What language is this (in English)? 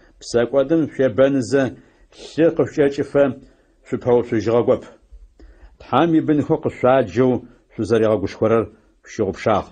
Adyghe